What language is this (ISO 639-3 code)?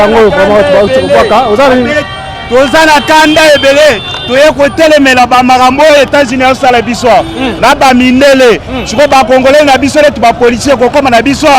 lin